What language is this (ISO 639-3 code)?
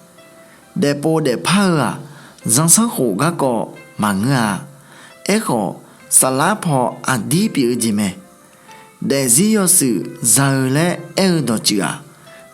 ahk